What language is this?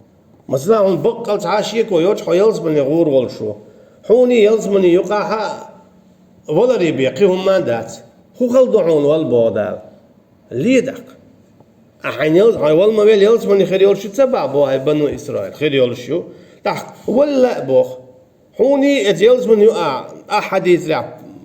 Chechen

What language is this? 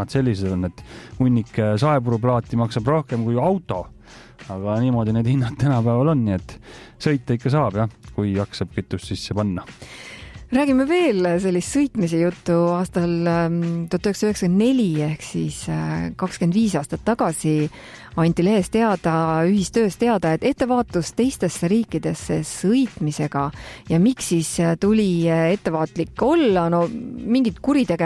Estonian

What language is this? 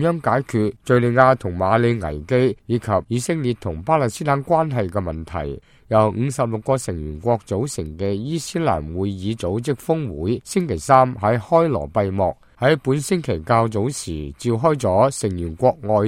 Cantonese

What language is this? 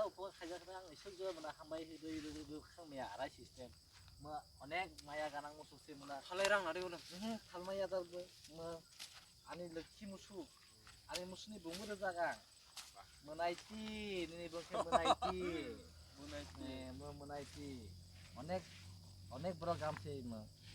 Kok Borok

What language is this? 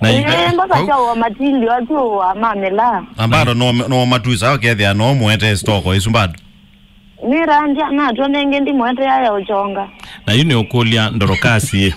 Kamba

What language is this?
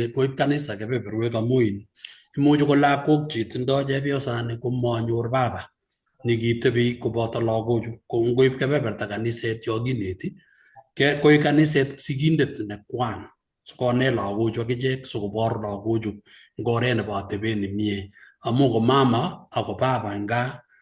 Kalenjin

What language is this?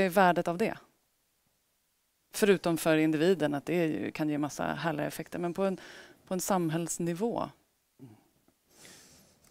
Swedish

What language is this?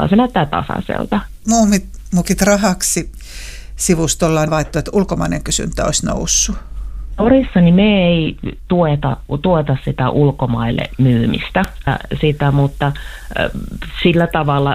Finnish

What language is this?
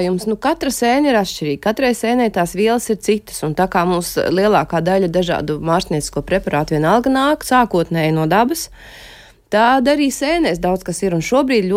Latvian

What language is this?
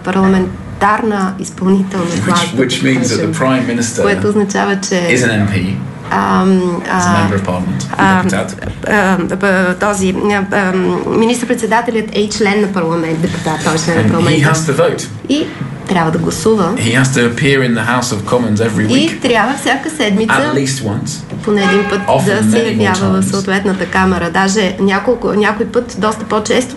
Bulgarian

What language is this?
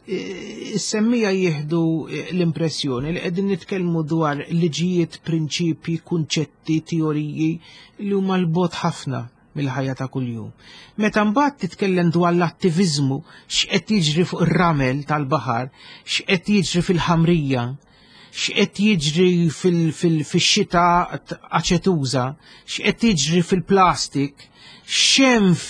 Maltese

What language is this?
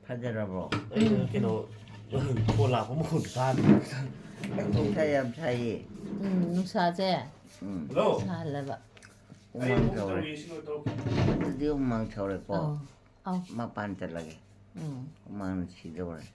Manipuri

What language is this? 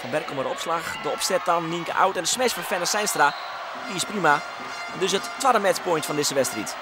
Western Frisian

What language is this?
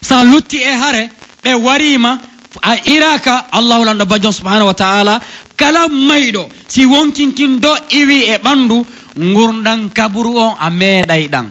Pular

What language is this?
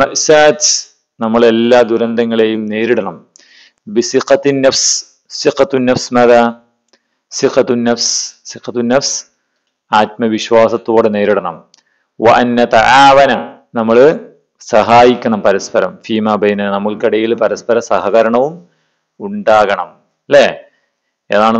Malayalam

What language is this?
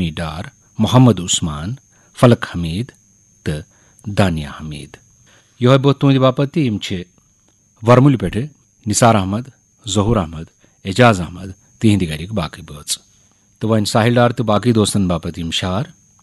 Kashmiri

